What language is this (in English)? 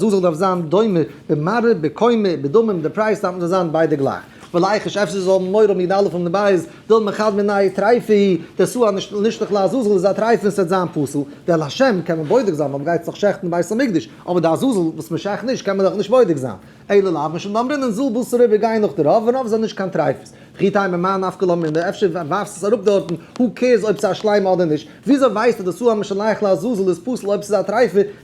Yiddish